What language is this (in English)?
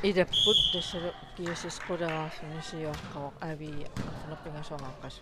Kalaallisut